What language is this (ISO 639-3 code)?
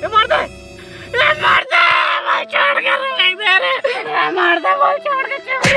hne